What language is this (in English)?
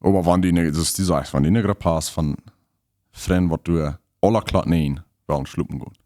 Plautdietsch